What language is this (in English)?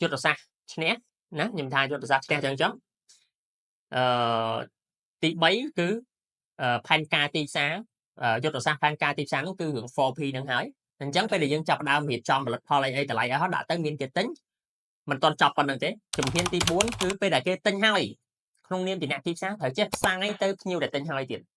Khmer